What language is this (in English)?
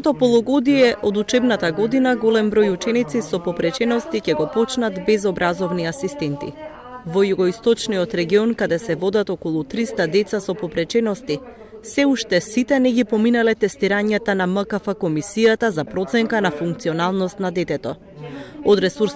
Macedonian